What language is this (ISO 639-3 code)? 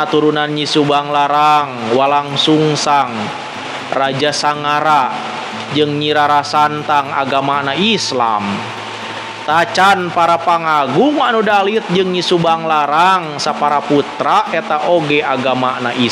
sun